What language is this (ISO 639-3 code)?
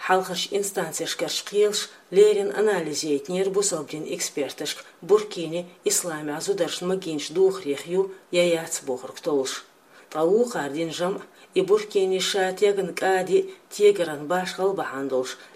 che